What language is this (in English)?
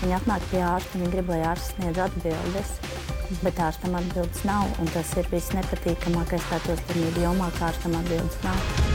Latvian